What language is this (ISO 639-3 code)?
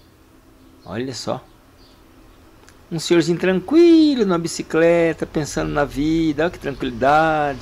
por